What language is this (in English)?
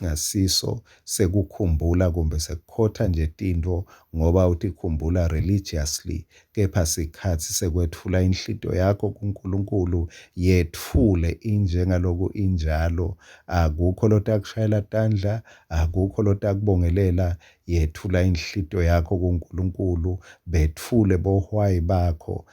Swati